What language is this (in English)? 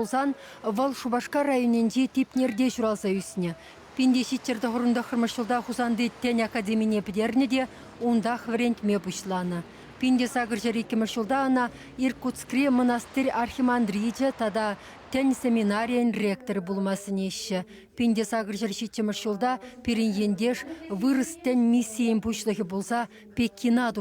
Chuvash